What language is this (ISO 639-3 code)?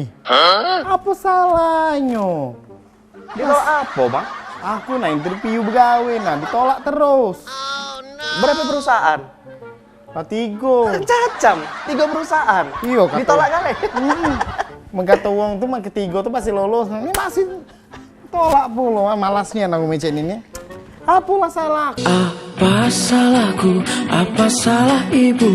mui